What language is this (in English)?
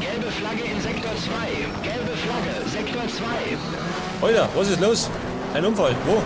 Bavarian